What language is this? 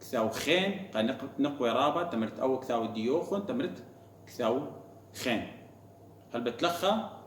Assyrian Neo-Aramaic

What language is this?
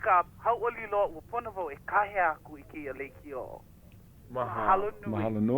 Hawaiian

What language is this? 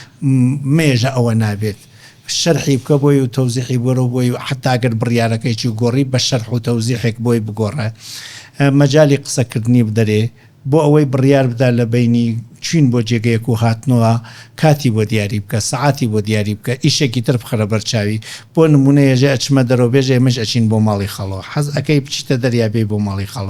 Central Kurdish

